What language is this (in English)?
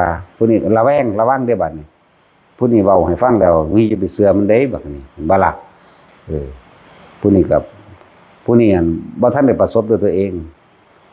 Northeastern Thai